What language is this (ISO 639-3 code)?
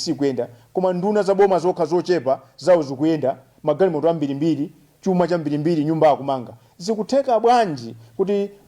nya